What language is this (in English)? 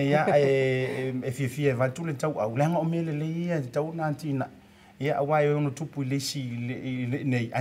Samoan